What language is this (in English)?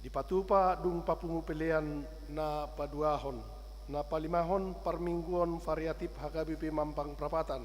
Batak Toba